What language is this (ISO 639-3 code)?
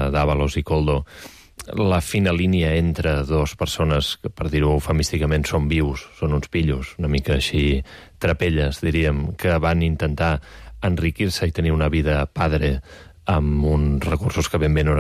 cat